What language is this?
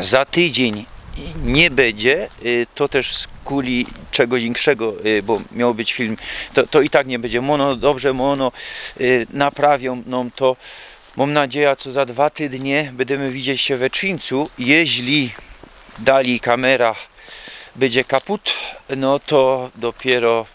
Silesian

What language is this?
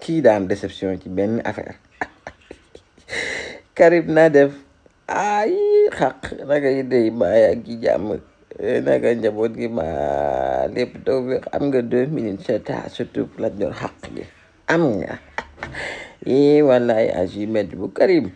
Wolof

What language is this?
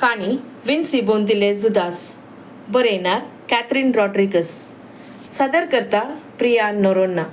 Konkani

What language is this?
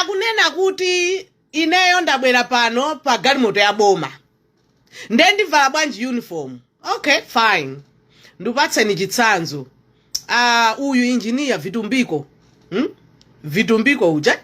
Nyanja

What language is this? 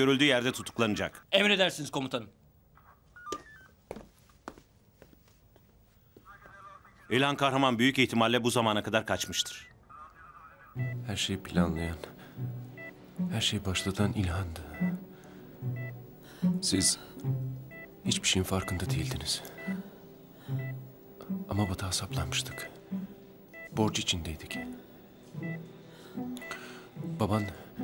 Turkish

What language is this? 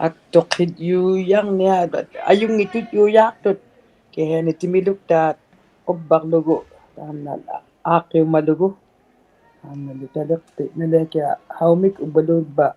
Inuktitut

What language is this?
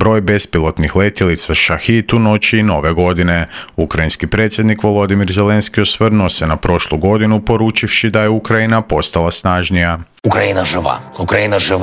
Croatian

